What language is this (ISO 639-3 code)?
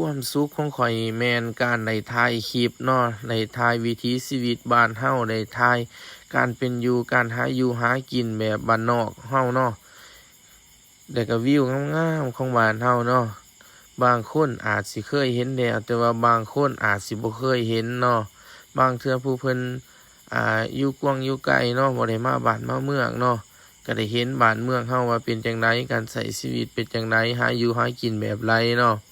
lao